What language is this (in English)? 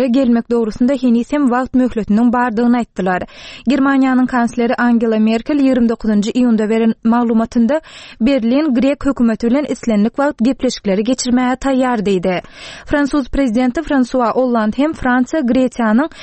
Turkmen